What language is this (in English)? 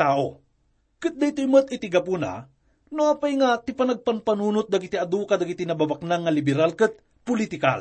Iloko